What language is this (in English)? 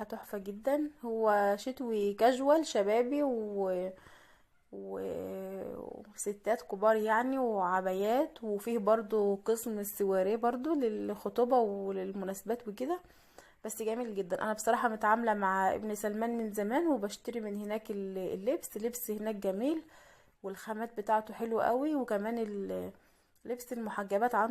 Egyptian Arabic